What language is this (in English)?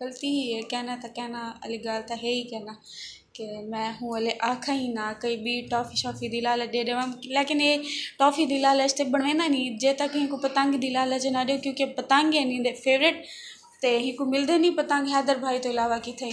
Saraiki